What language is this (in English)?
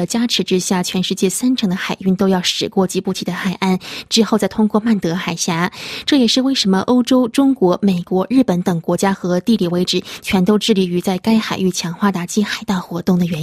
Chinese